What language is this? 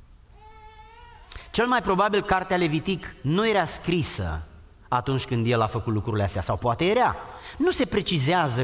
Romanian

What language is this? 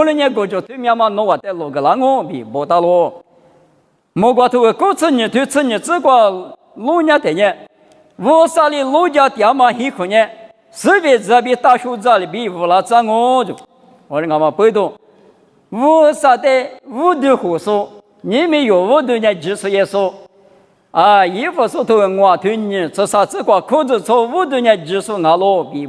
Lisu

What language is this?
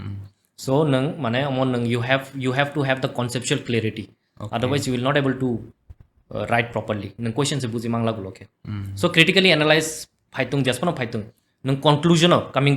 Kok Borok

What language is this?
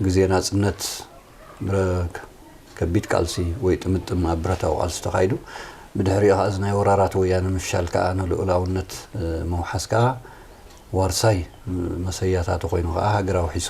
Tigrinya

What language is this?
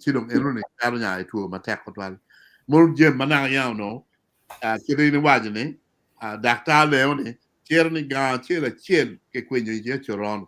Acoli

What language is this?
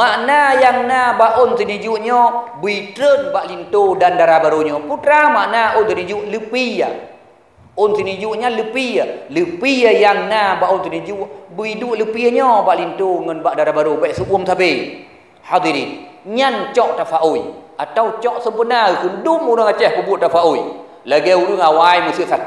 Achinese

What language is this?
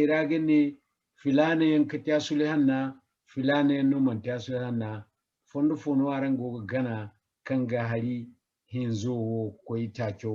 Zarma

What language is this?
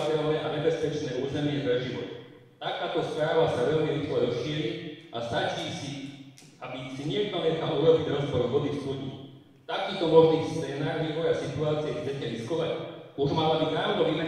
Slovak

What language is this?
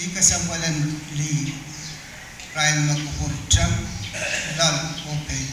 Pohnpeian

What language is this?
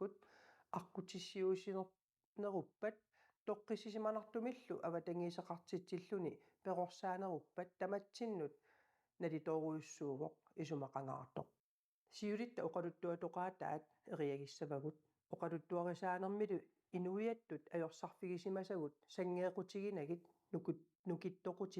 Kalaallisut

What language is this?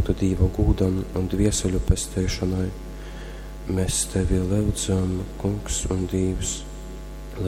Latgalian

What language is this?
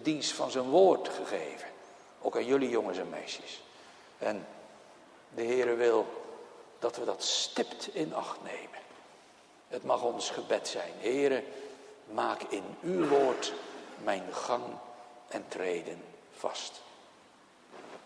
Dutch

